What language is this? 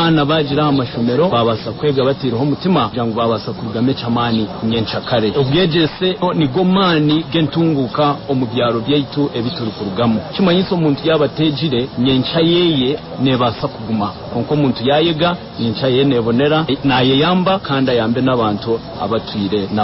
Nyankole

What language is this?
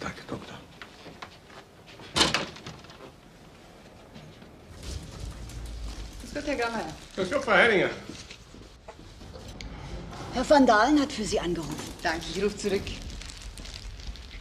German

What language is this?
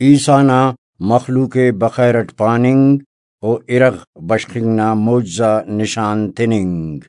Brahui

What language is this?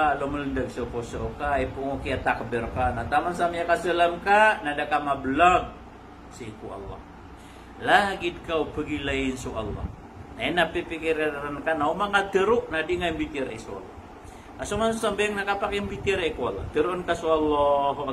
Maranao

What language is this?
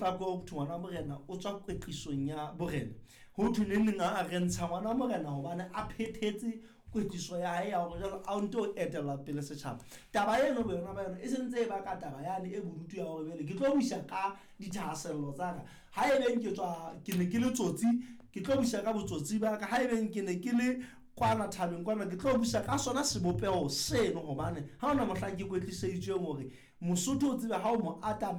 Southern Sotho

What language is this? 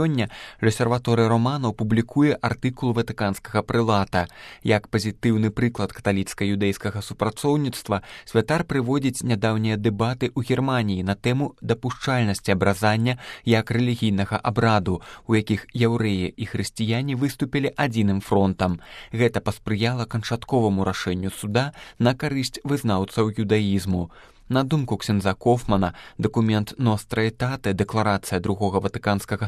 Belarusian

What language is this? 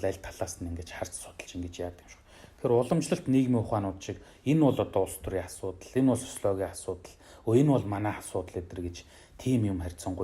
Mongolian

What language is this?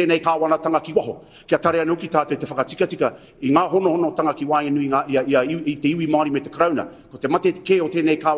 Māori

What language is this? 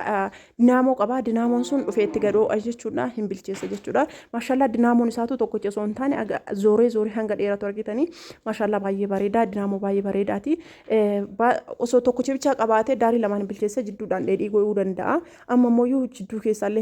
Oromo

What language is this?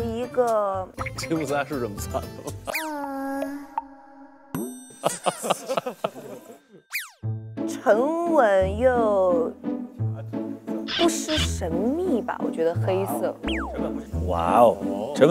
Chinese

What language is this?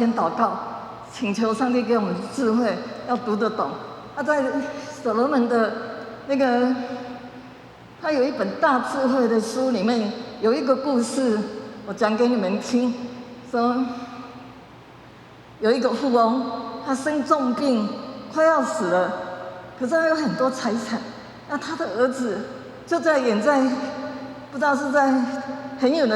Min Nan Chinese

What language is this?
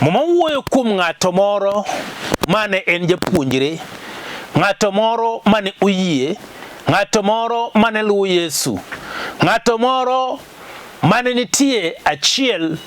Luo (Kenya and Tanzania)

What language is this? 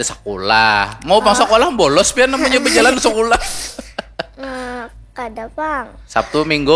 Banjar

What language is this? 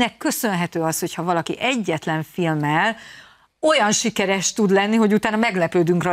Hungarian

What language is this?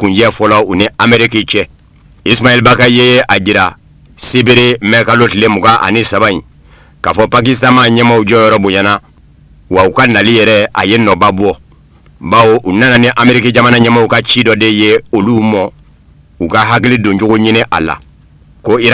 Bambara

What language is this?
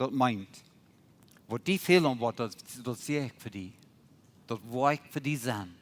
Plautdietsch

